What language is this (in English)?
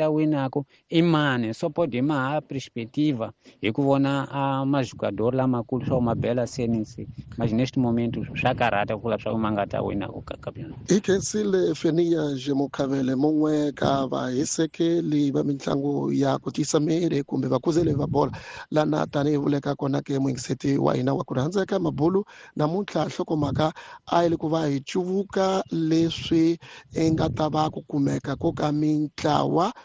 Tsonga